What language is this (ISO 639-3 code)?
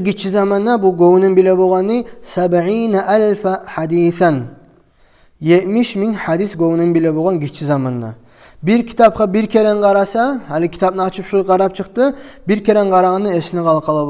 kum